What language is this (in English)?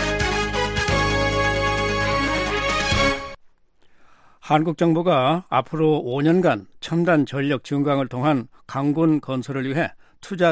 Korean